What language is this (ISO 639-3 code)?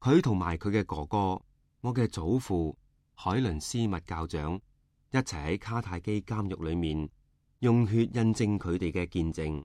yue